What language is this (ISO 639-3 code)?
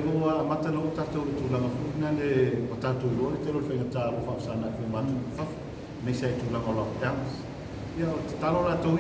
smo